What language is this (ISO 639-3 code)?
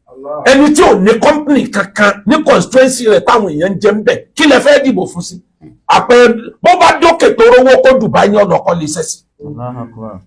yor